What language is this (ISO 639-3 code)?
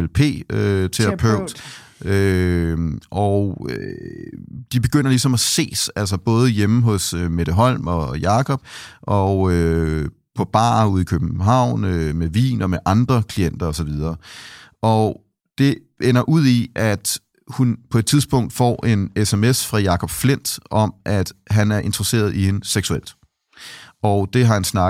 dan